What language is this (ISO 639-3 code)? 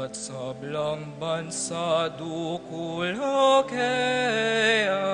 pam